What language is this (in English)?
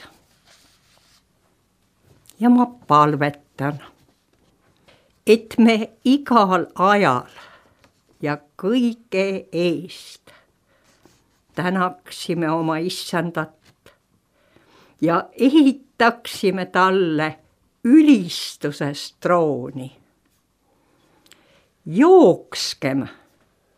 Estonian